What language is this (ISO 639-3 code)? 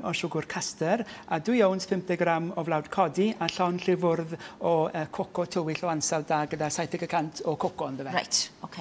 cym